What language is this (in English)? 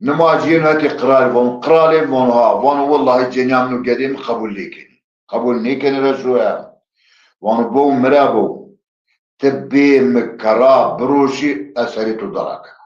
Zaza